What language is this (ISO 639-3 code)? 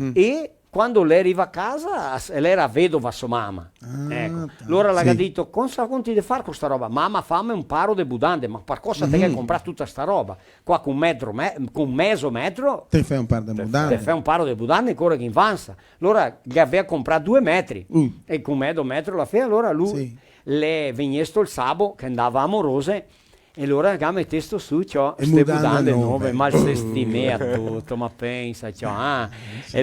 vec